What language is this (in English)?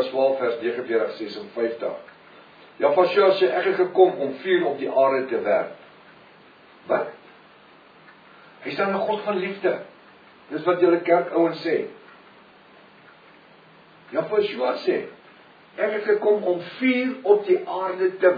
Afrikaans